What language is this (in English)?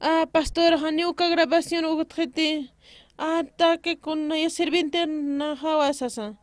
Aymara